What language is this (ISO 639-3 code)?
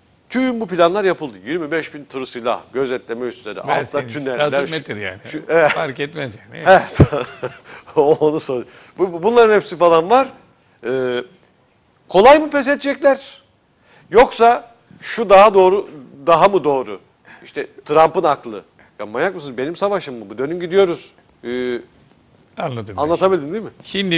tur